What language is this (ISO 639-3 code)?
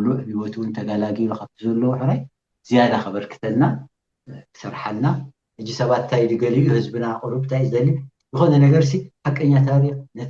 tir